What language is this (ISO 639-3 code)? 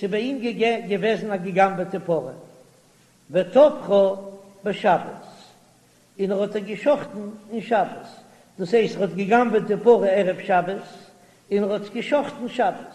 yid